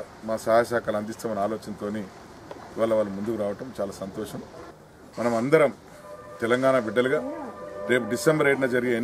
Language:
Telugu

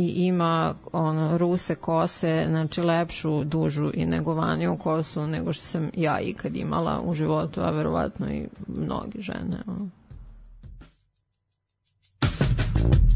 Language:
Serbian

